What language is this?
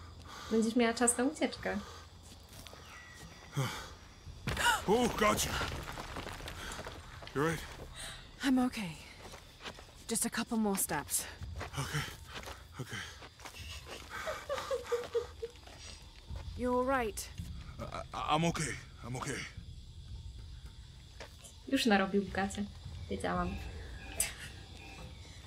Polish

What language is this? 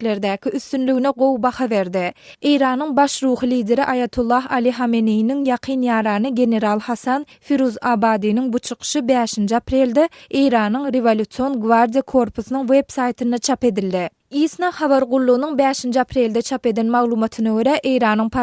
Turkmen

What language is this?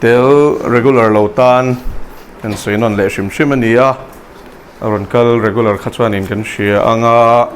Mizo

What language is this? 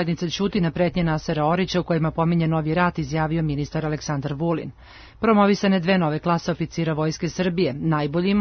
Serbian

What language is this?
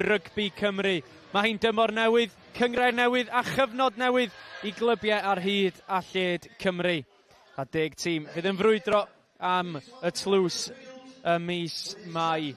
Welsh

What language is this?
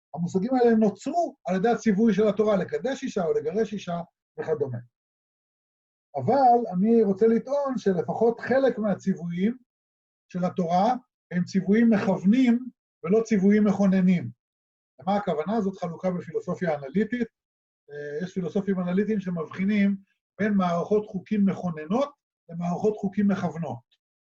Hebrew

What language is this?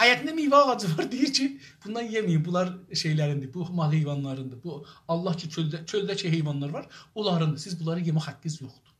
South Azerbaijani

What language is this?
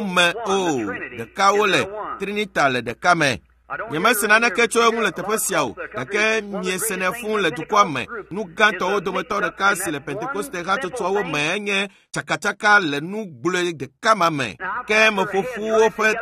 Ewe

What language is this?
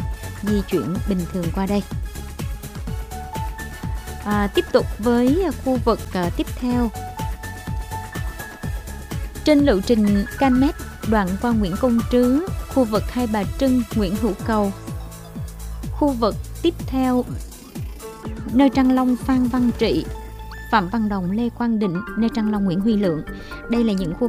Vietnamese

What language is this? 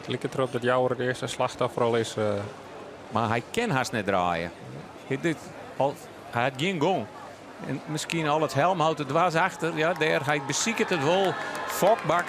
Western Frisian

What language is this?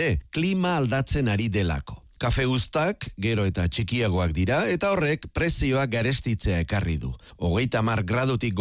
Basque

